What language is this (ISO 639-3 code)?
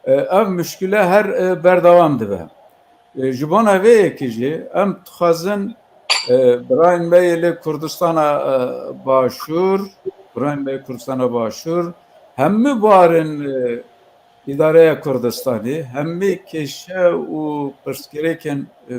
kur